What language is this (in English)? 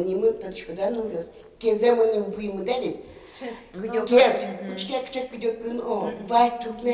Udmurt